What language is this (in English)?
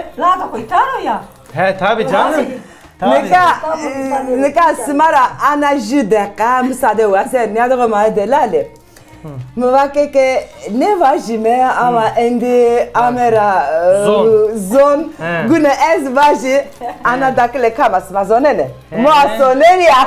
Zaza